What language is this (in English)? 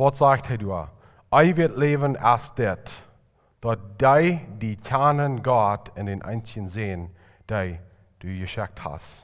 Plautdietsch